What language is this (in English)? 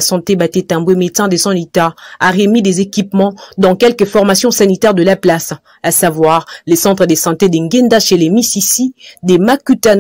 French